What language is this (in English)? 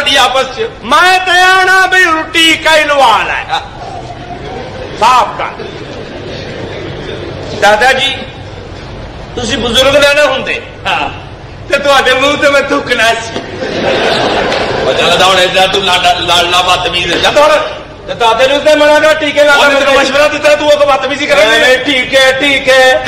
Punjabi